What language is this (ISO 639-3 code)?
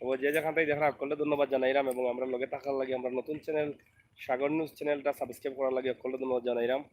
syl